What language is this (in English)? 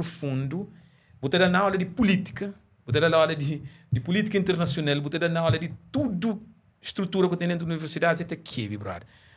Kabuverdianu